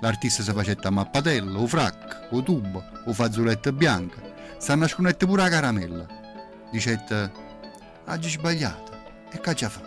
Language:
Neapolitan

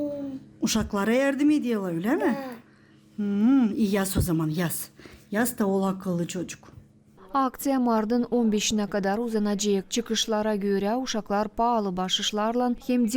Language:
Gagauz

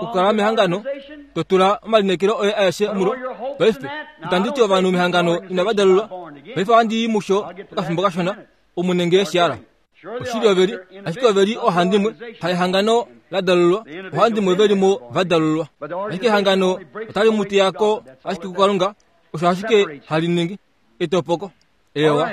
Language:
Kuanyama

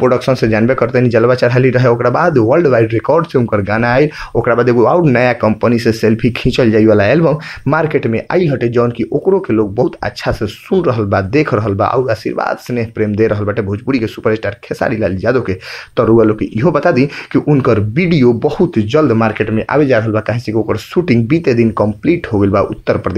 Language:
Bhojpuri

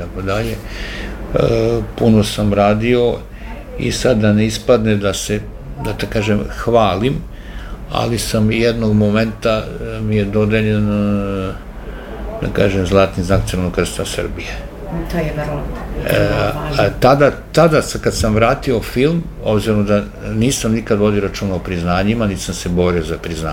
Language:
Serbian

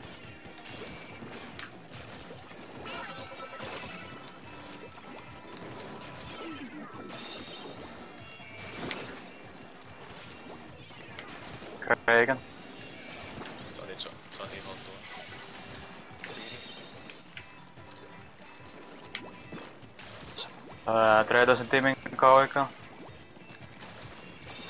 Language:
Finnish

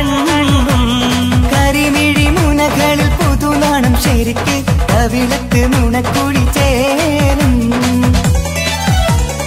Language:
Malayalam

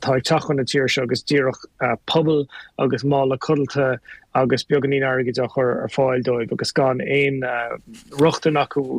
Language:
Irish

